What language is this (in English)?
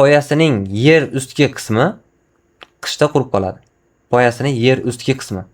Uzbek